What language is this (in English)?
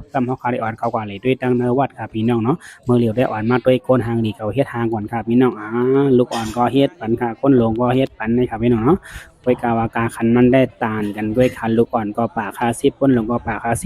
Shan